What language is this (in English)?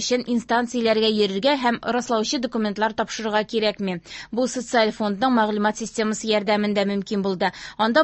Tatar